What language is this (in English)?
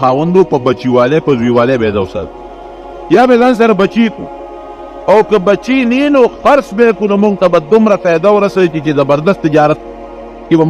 Pashto